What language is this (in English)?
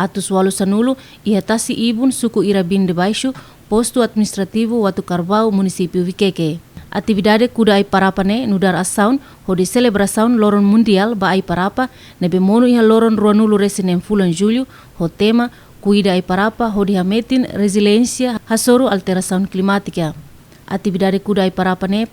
Tetum